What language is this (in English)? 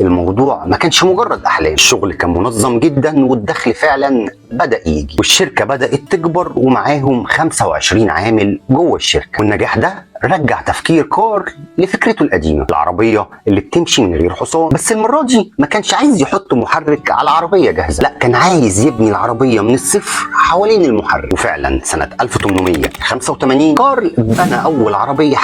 Egyptian Arabic